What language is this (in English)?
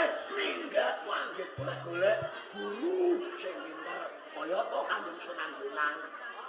Javanese